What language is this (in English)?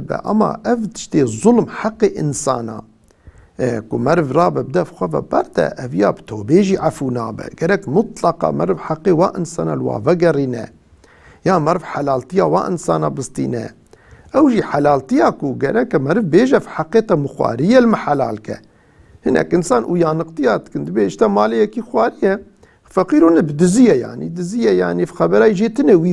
Kurdish